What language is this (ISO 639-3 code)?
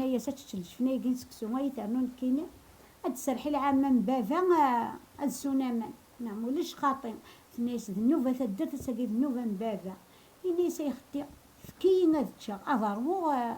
kab